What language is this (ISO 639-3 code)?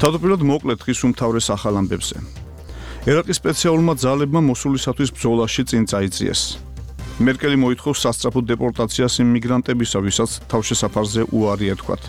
kat